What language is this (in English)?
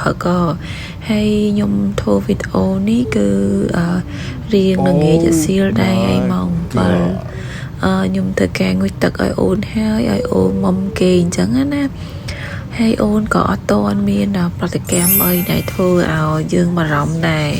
Khmer